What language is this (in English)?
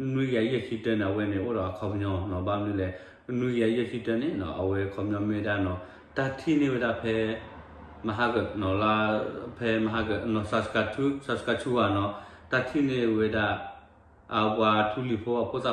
S'gaw Karen